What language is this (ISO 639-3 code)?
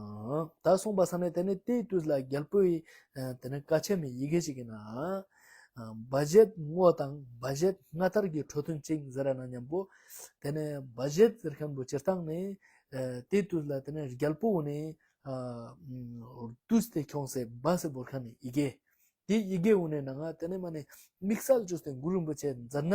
lbj